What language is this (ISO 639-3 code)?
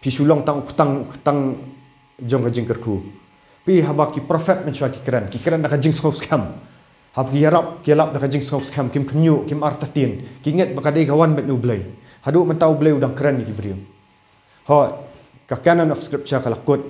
kha